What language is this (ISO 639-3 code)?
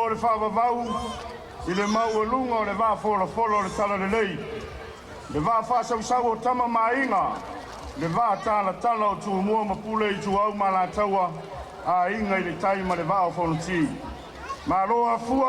smo